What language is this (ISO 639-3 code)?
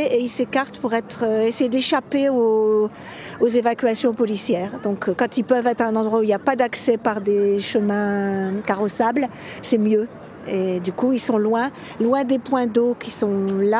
fra